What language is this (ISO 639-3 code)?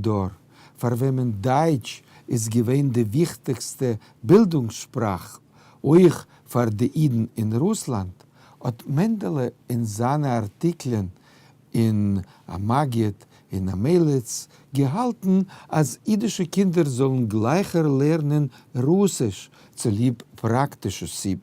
yid